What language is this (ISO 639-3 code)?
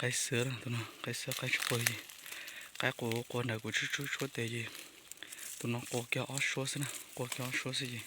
hmn